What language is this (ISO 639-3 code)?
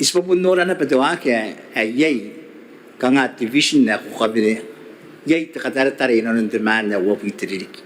gil